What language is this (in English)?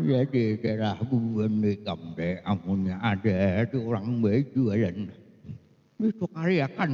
Banjar